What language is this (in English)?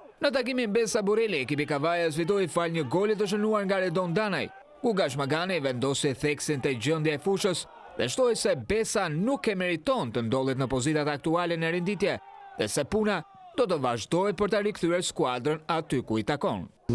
Albanian